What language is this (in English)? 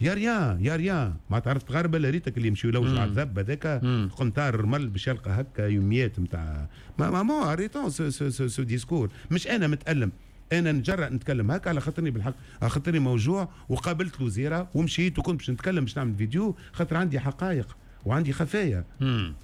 Tunisian Arabic